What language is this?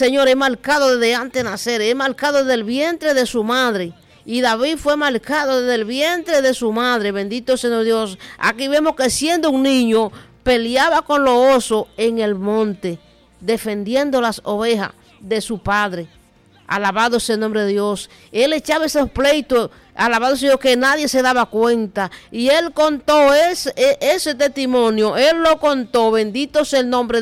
Spanish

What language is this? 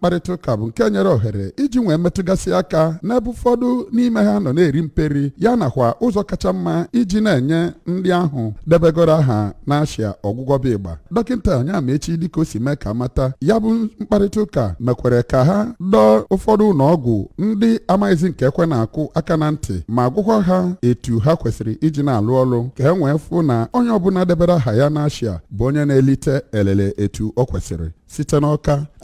Igbo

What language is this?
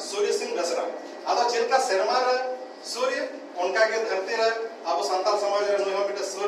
Santali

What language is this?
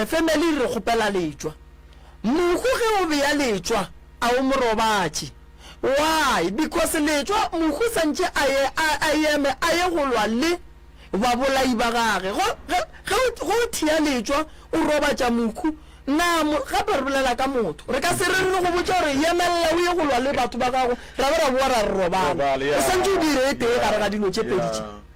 Northern Sotho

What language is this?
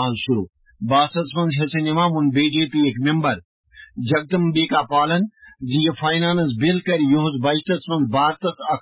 Kashmiri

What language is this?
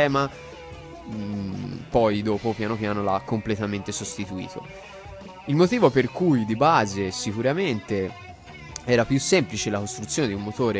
Italian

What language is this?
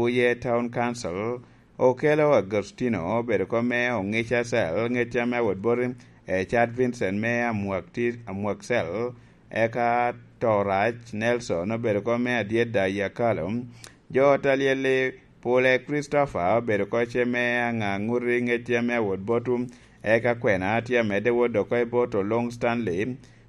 Lango (Uganda)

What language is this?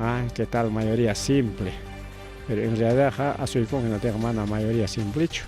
Ayacucho Quechua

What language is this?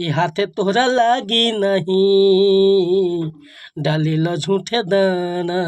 Bhojpuri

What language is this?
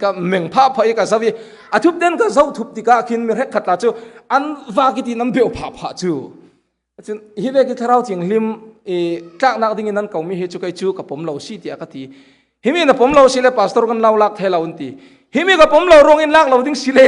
Falam Chin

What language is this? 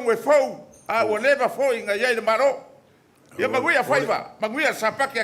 Samoan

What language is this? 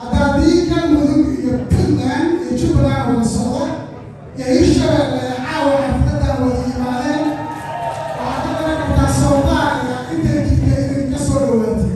Somali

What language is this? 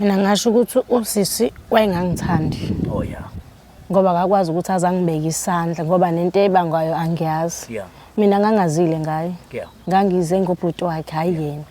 Zulu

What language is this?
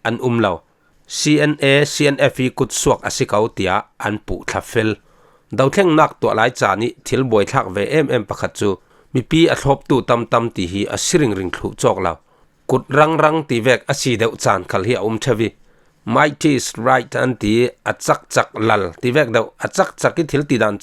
Falam Chin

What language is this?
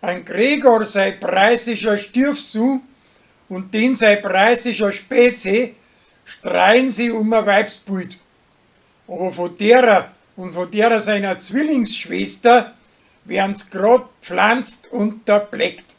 Bavarian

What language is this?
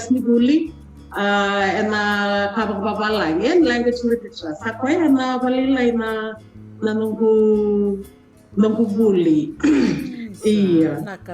Fijian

